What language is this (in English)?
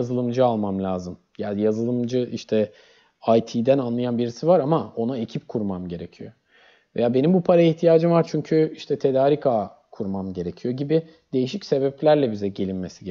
Turkish